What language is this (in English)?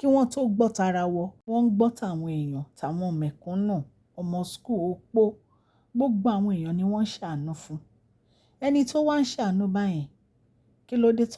Yoruba